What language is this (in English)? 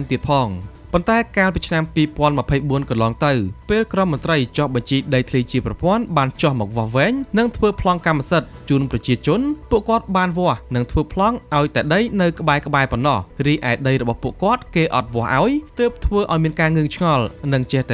Khmer